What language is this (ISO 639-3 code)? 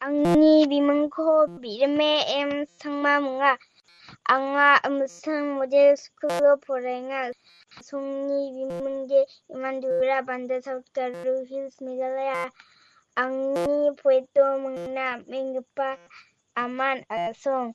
grt